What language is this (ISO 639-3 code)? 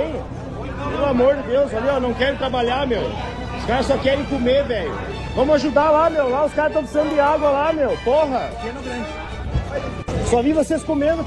por